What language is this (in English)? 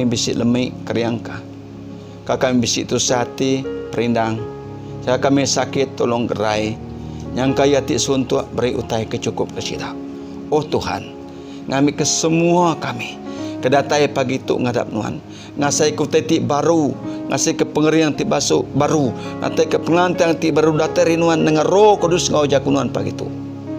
Iban